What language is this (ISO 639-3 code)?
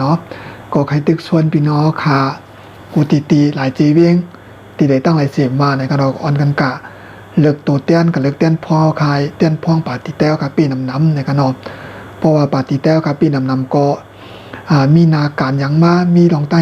shn